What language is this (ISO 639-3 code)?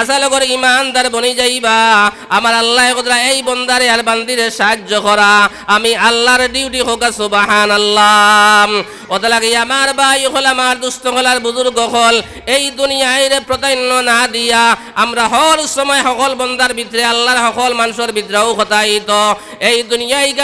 syl